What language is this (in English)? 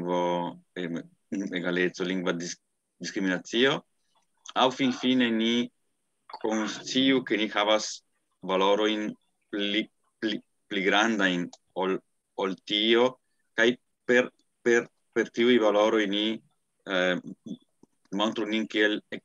Esperanto